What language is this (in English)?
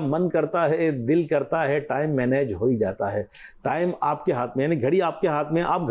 Urdu